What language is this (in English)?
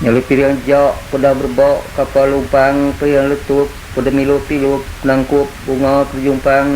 Iban